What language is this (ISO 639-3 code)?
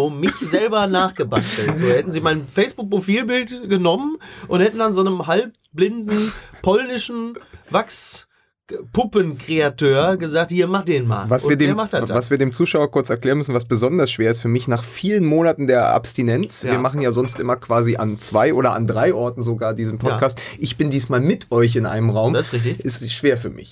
deu